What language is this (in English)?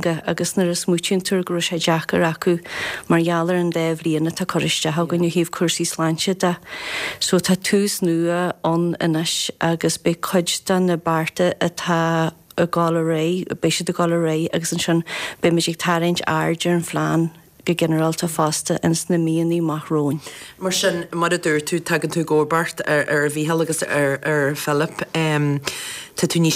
Irish